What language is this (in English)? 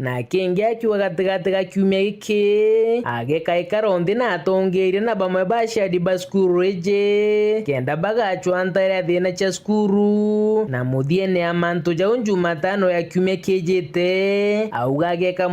Meru